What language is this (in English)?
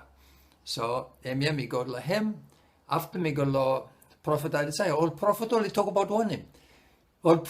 Bislama